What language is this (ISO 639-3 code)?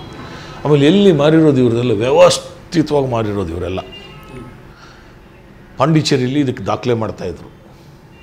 kan